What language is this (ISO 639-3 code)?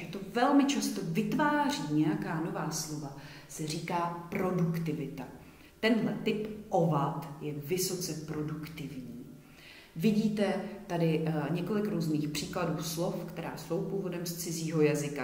ces